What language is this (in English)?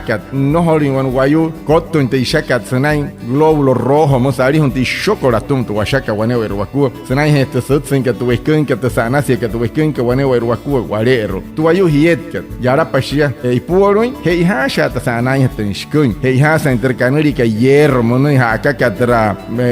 Wayuu